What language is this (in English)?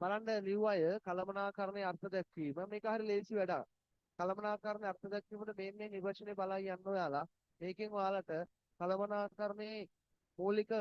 Sinhala